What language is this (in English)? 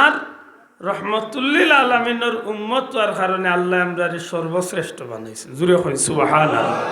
Sylheti